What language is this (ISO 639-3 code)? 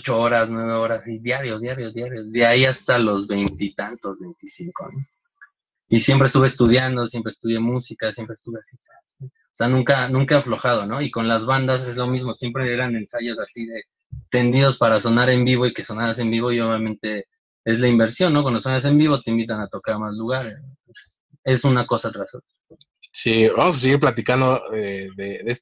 spa